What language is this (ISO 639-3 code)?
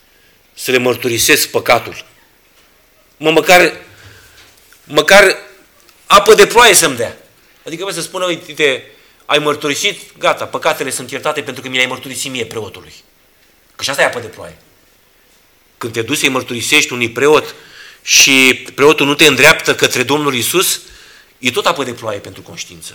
ron